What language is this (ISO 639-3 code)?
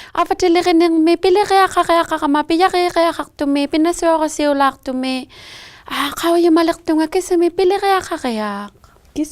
iku